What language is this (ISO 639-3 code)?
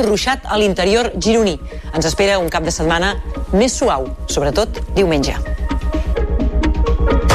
cat